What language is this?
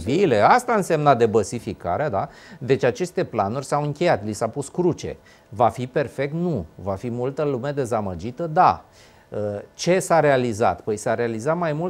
Romanian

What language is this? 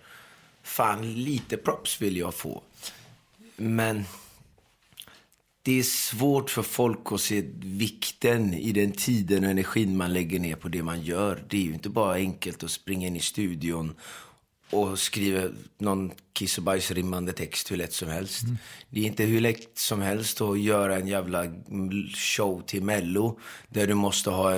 Swedish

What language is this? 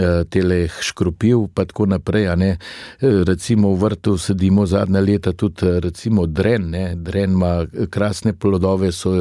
Slovenian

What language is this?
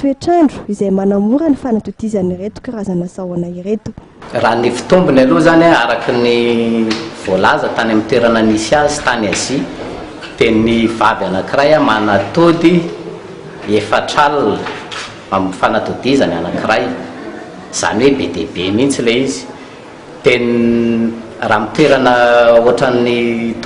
Malagasy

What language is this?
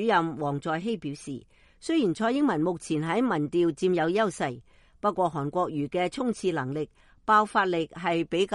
Cantonese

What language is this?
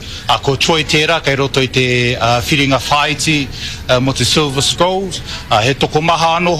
Māori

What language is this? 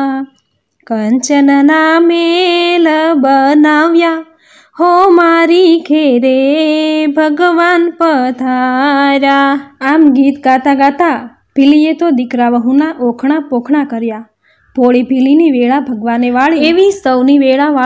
Gujarati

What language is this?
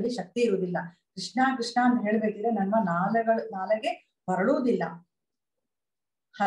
Kannada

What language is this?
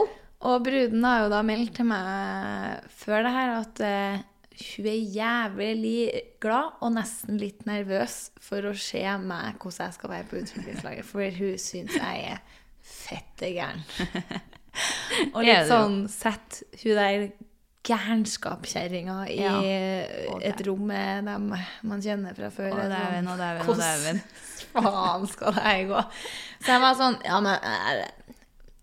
Norwegian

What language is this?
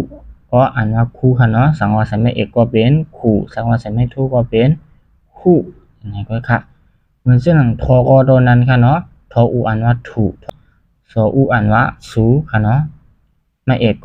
Shan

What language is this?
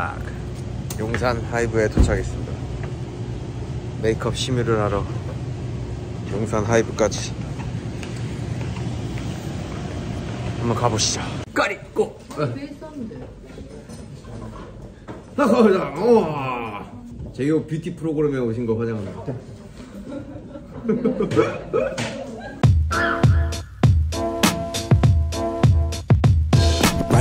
Korean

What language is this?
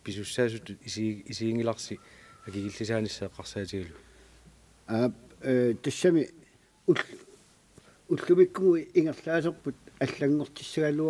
Kalaallisut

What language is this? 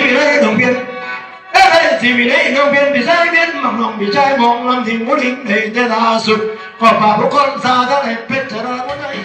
Northeastern Thai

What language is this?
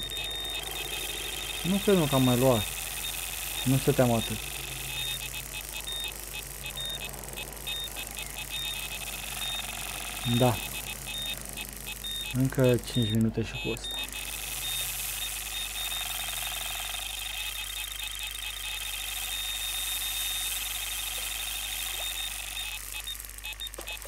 Romanian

